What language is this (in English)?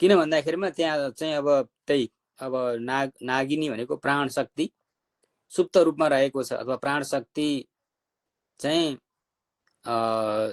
Nepali